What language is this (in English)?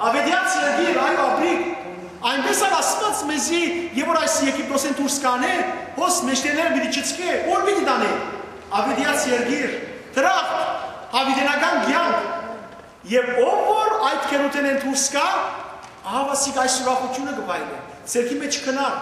Western Armenian